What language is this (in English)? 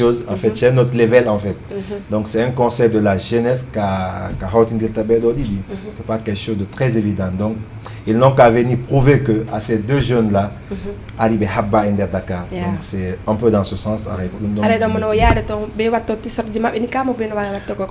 Fula